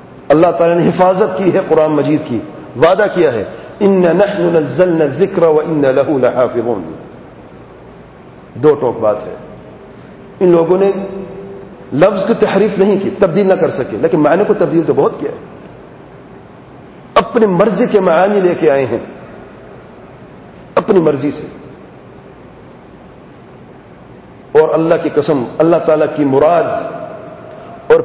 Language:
Urdu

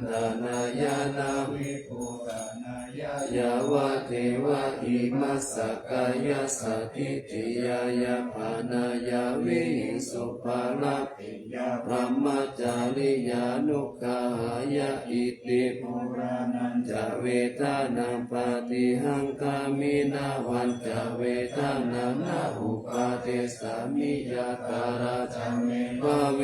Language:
Pali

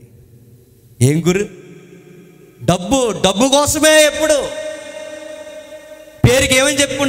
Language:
Telugu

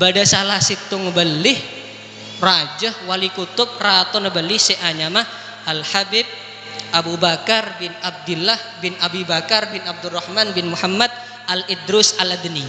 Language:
Madurese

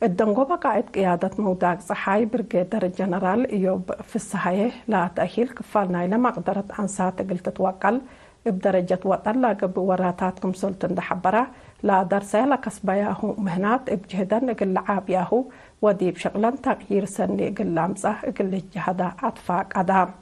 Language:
Tigre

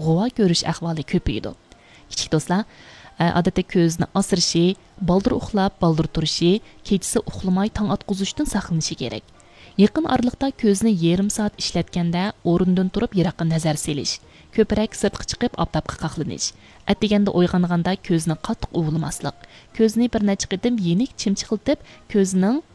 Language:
Uyghur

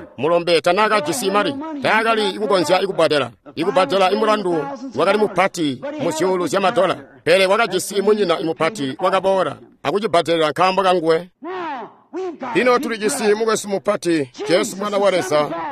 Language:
Tonga (Zambia)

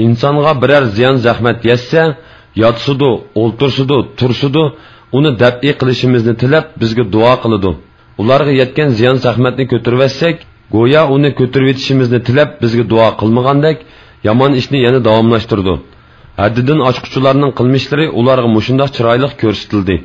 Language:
Uyghur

